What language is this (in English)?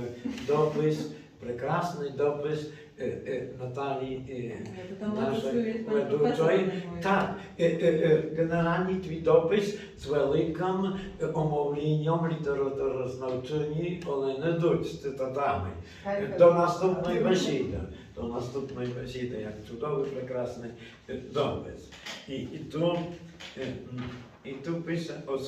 Rusyn